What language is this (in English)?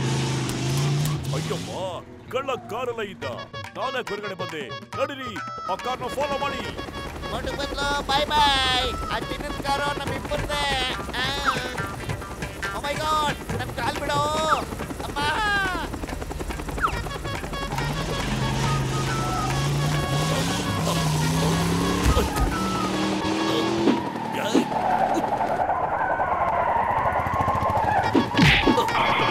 Kannada